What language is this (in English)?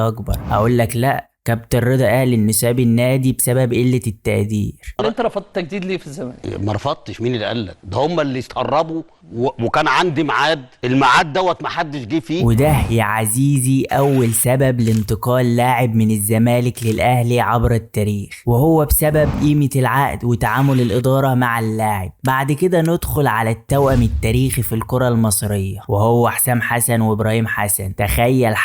Egyptian Arabic